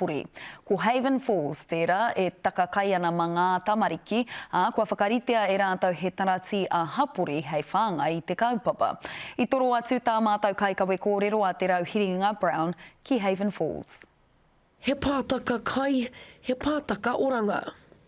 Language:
Māori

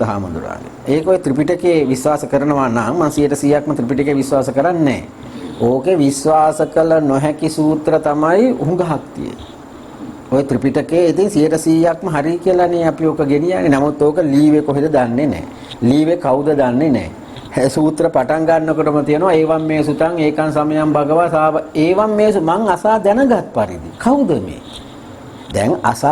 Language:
Sinhala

